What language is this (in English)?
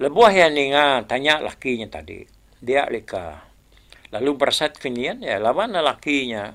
Iban